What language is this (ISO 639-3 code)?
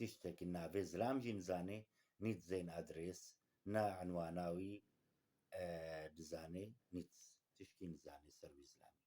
kur